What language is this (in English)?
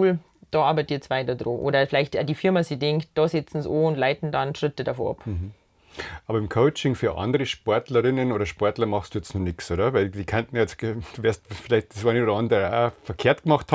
Bavarian